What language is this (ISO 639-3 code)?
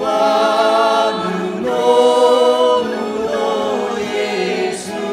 nia